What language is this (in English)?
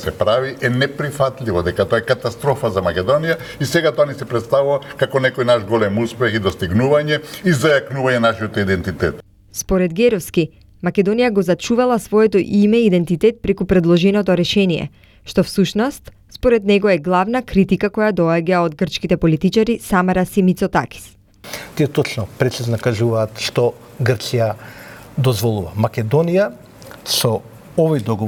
Macedonian